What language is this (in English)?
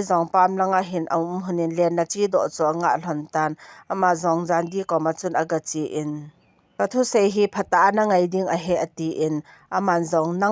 Thado Chin